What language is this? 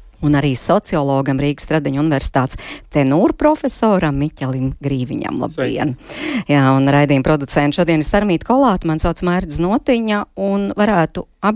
Latvian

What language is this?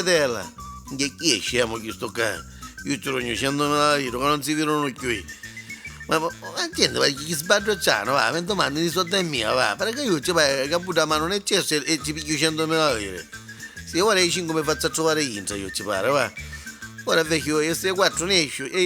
Neapolitan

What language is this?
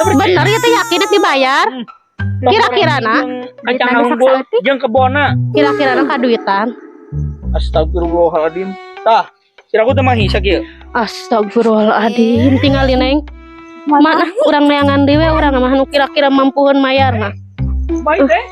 Sundanese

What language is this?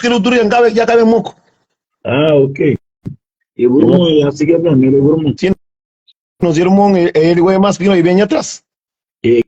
Kabuverdianu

